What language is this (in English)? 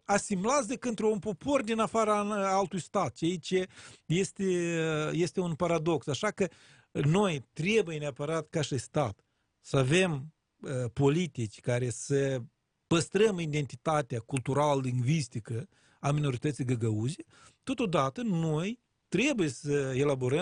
Romanian